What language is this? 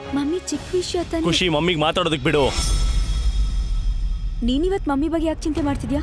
Kannada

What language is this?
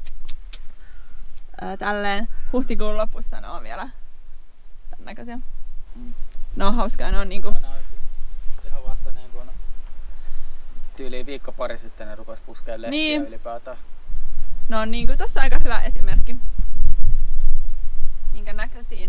Finnish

